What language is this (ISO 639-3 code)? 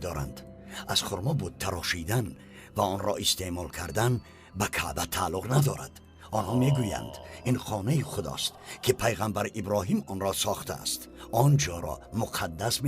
tgk